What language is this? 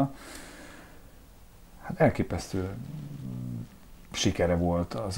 Hungarian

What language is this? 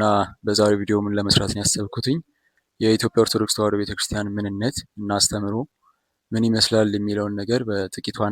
Amharic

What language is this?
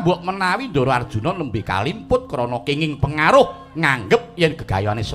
Javanese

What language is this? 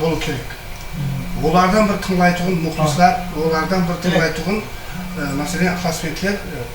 Kara-Kalpak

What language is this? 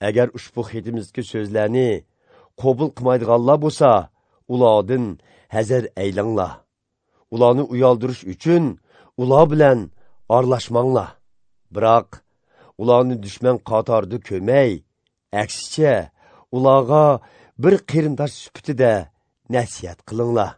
Uyghur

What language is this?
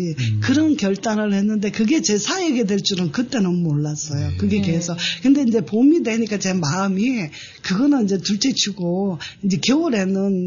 Korean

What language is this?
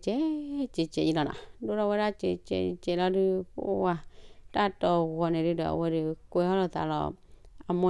S'gaw Karen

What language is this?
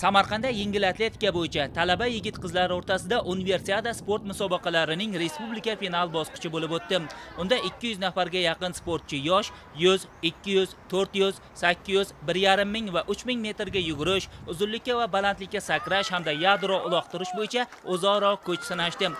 Uzbek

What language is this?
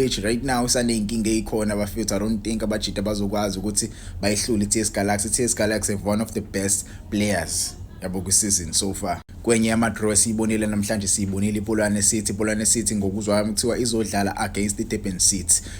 Zulu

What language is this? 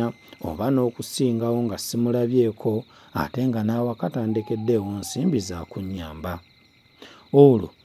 Ganda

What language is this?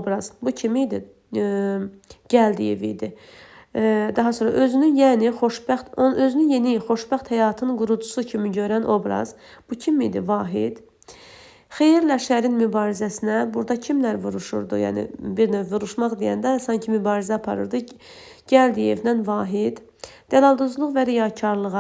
Azerbaijani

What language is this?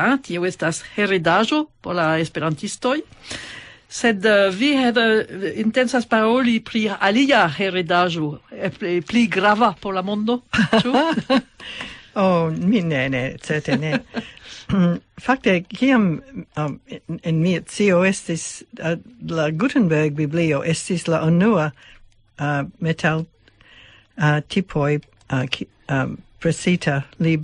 Esperanto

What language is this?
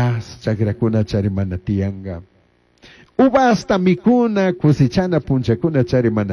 Chimborazo Highland Quichua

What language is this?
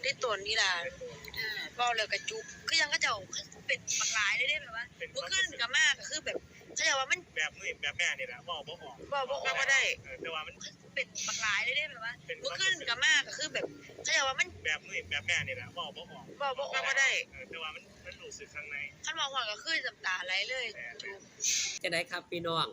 Northeastern Thai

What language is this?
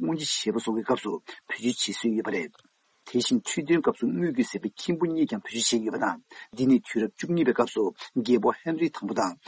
Tibetan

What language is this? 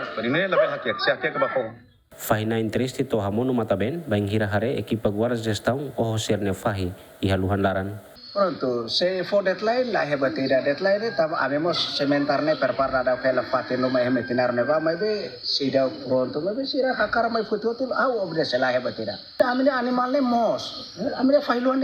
Tetum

